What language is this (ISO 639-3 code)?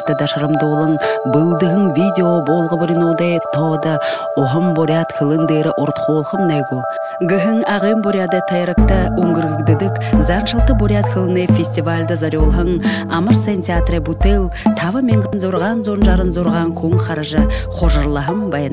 bua